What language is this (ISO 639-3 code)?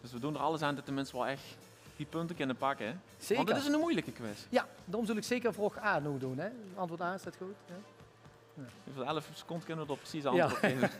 lim